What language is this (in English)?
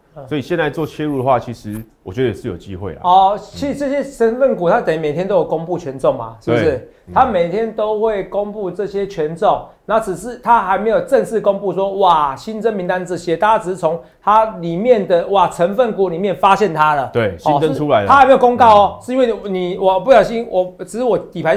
Chinese